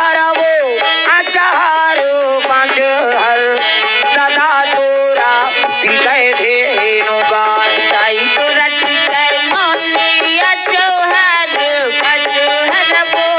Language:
Chhattisgarhi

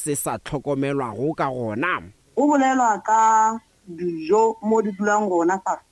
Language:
Northern Sotho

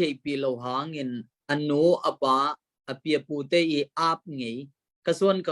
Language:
Tedim Chin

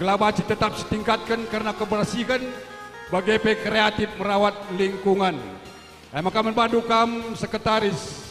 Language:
Batak Karo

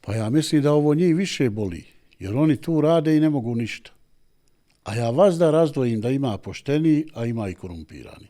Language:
Bosnian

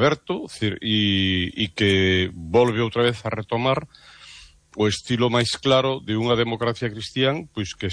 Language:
Galician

